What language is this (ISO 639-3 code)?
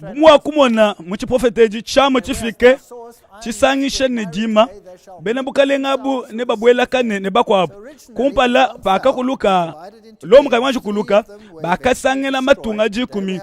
lua